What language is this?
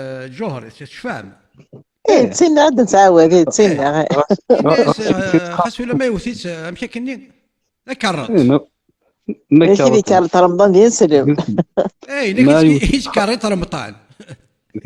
Kabyle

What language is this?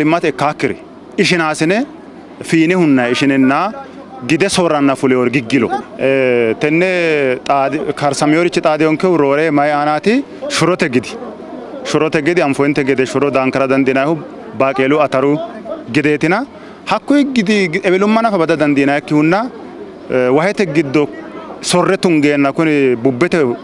Sidamo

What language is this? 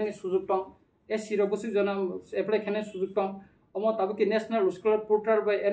Kok Borok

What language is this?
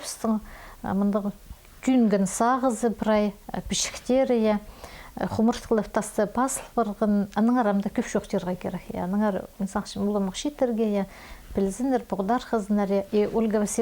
Khakas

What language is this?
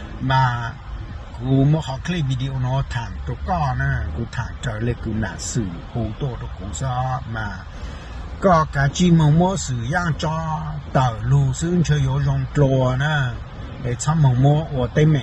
Hmong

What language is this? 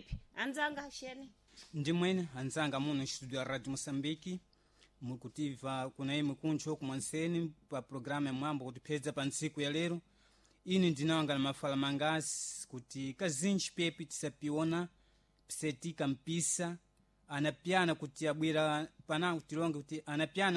Sena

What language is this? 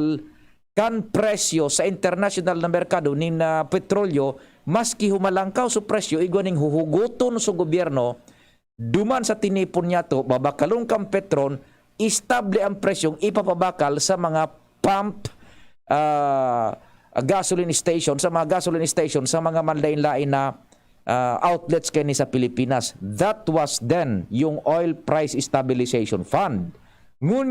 Bikol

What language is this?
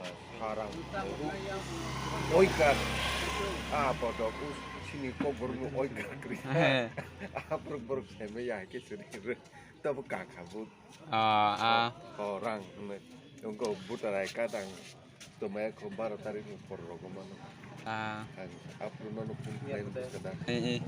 Kok Borok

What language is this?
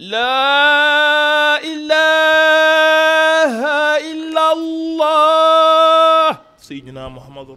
Bambara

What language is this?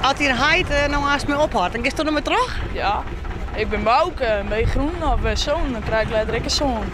Western Frisian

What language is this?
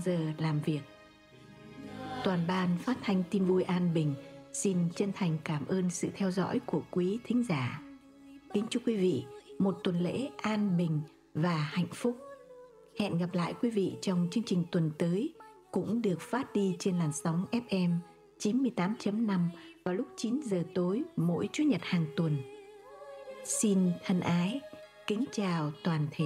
Vietnamese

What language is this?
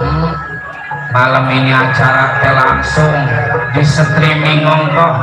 Betawi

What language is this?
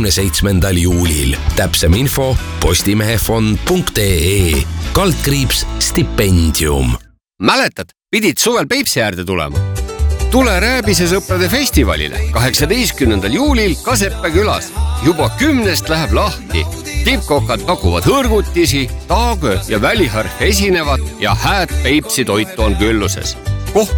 Estonian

